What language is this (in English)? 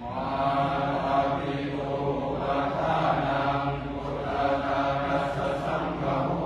Pali